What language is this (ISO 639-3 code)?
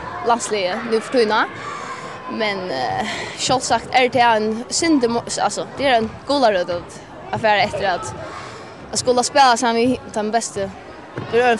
fao